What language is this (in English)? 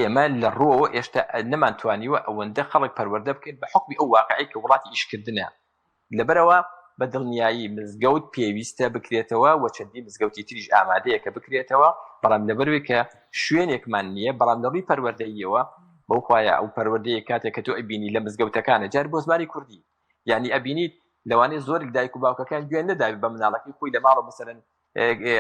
Central Kurdish